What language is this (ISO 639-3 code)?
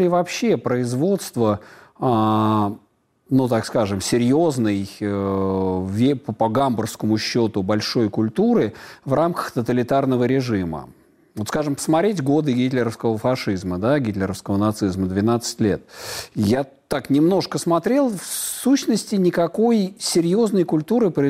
rus